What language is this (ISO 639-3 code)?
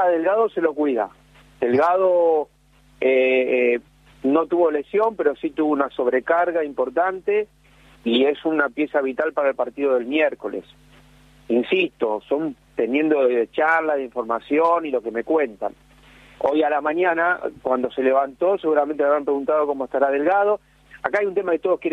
spa